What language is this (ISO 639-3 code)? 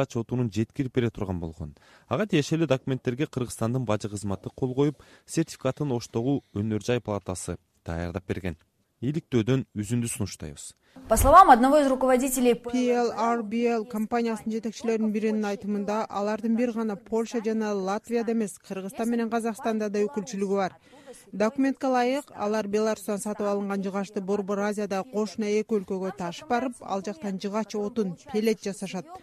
kir